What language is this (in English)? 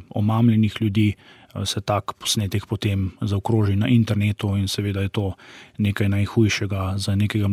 Slovenian